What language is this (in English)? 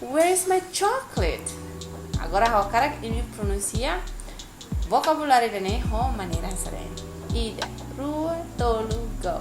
Tetum